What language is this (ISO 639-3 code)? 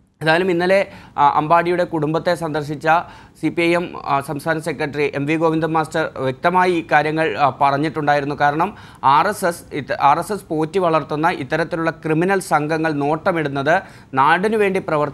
mal